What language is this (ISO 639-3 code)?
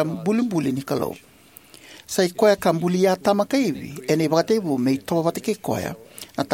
fij